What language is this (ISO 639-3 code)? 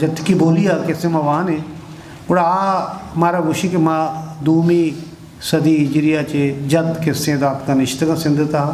bgp